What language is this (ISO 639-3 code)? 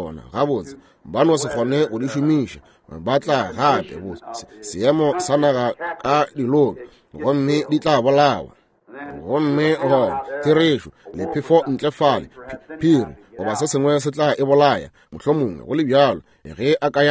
nso